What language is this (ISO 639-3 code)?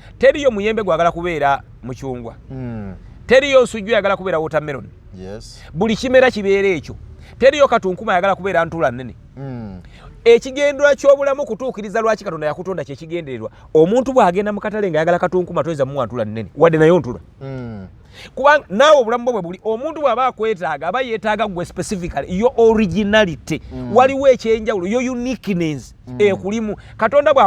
lug